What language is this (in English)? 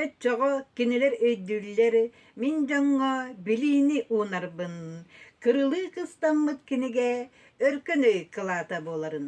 Yakut